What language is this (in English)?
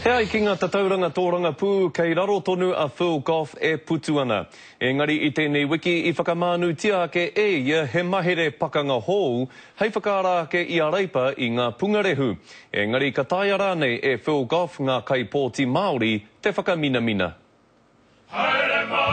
Māori